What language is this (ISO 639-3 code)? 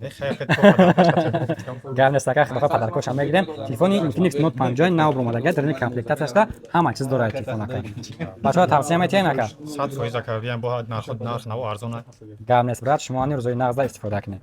tgk